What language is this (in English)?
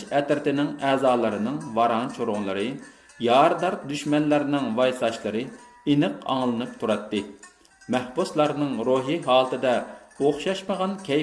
Uyghur